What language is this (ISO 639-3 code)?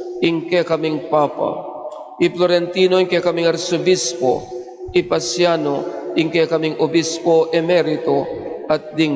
pam